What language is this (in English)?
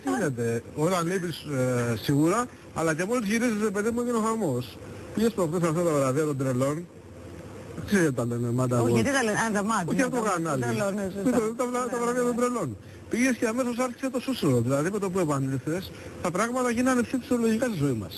Greek